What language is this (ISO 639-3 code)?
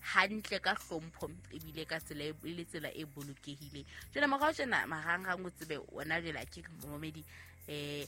sot